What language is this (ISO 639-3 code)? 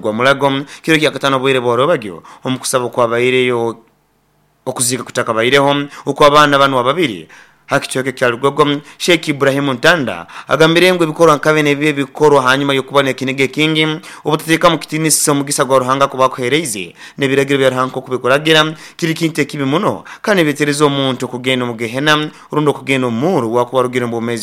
nyo